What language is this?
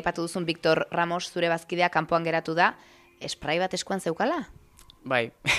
Basque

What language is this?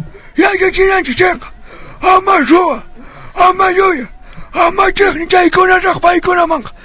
Quechua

